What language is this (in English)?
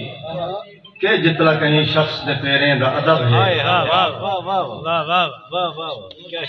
Saraiki